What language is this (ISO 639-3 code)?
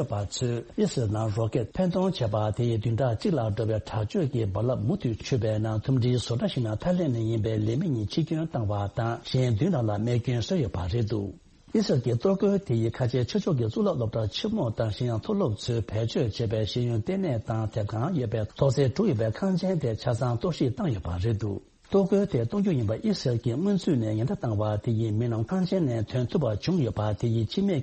bod